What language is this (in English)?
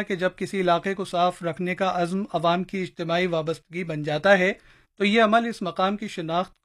Urdu